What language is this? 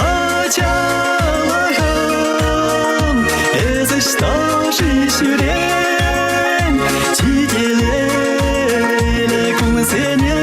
Chuvash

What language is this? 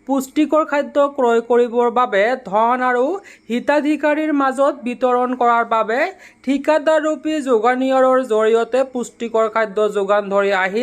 Assamese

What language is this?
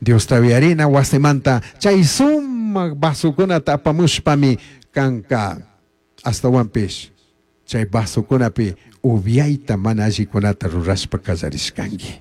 Chimborazo Highland Quichua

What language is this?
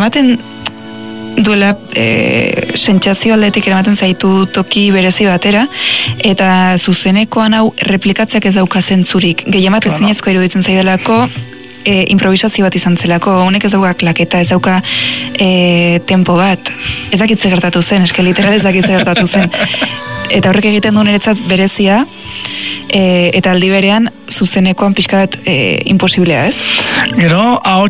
Basque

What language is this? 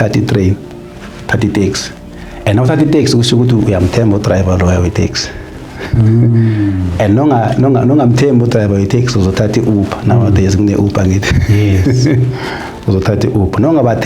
Zulu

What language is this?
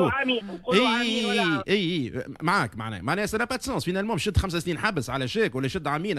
Tunisian Arabic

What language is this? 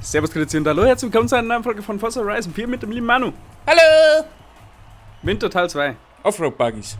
Bavarian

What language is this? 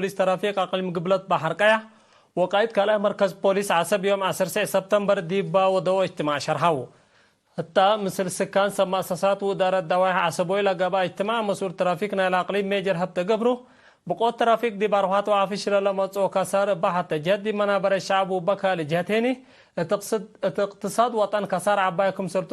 Tigre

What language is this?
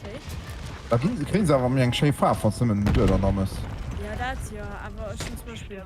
Luxembourgish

